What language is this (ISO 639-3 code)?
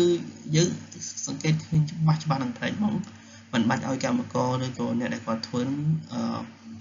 khm